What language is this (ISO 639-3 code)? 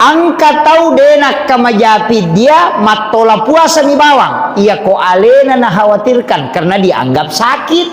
bug